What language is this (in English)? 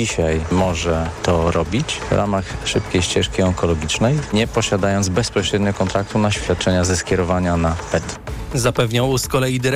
Polish